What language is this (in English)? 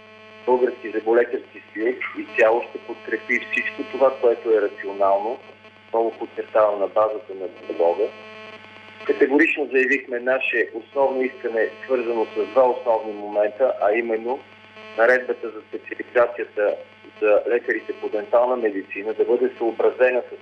Bulgarian